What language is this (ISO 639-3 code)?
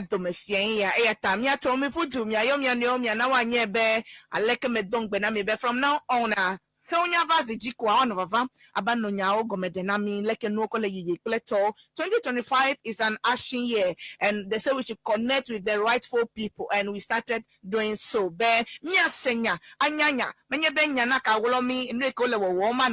ewe